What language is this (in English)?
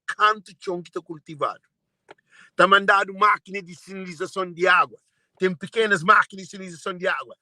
Kabuverdianu